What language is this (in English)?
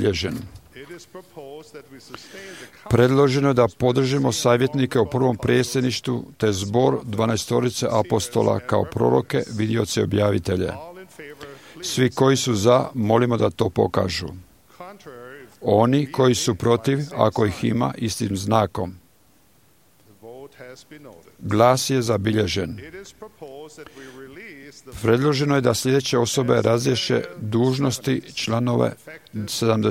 Croatian